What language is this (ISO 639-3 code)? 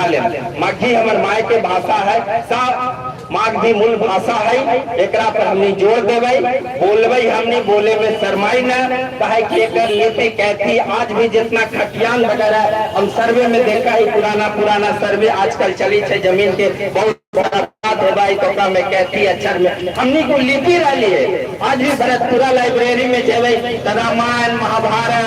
mag